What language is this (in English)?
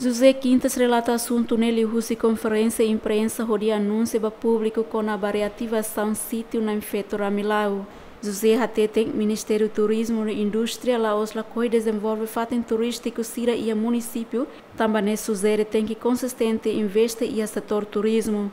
Tetum